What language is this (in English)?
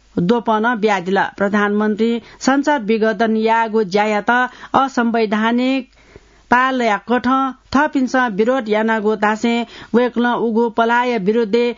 Newari